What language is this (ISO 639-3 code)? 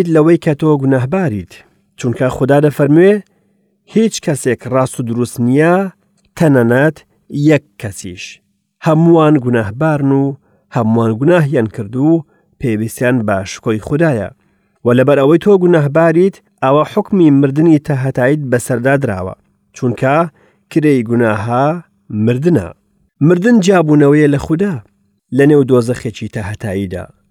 ckb